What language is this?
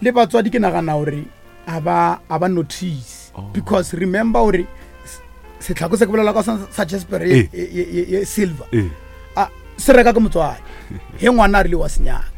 Northern Sotho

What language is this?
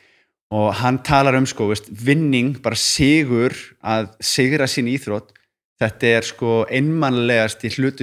Icelandic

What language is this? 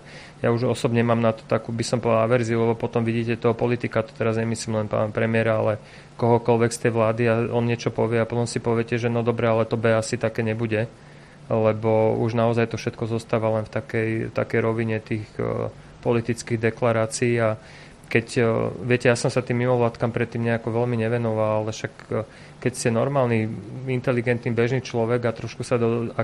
Slovak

